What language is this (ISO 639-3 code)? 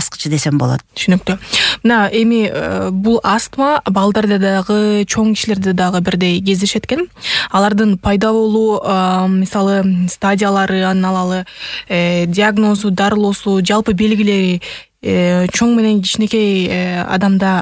kir